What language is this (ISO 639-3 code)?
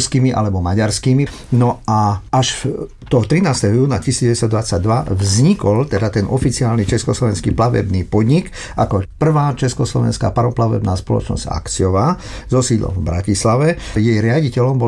slk